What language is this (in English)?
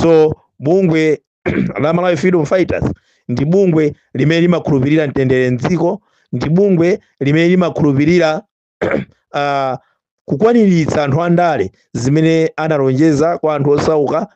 Nyanja